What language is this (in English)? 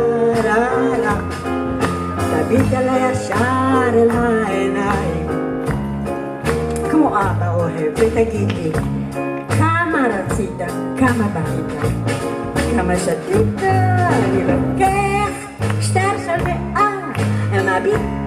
Hebrew